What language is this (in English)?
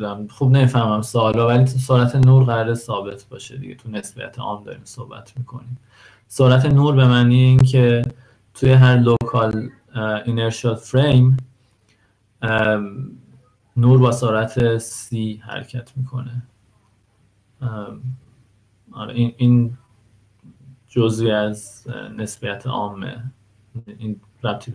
Persian